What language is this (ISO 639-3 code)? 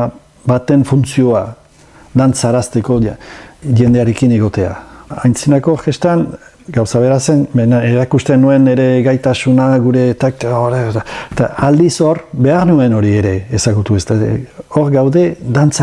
eus